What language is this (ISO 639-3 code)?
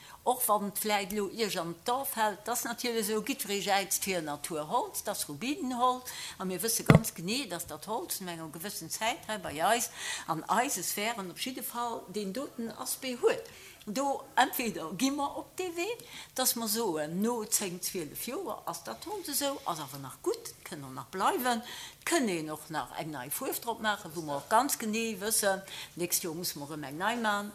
ltz